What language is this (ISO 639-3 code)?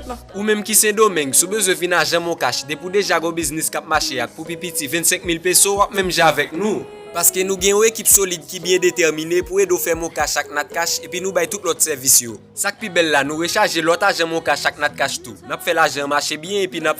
hat